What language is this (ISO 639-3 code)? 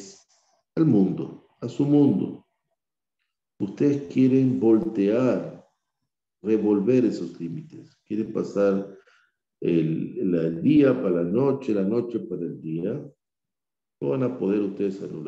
spa